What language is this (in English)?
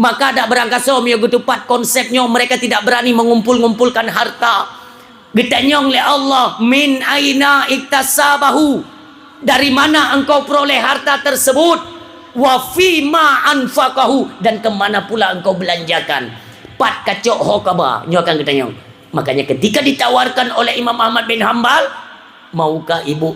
Achinese